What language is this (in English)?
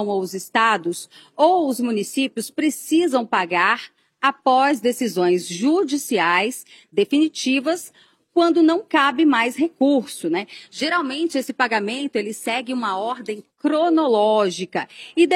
Portuguese